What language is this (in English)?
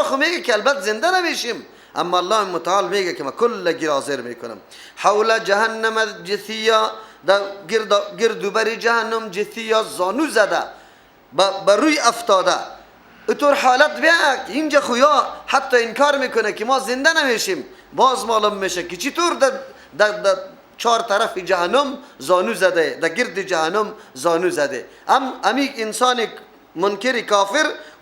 Persian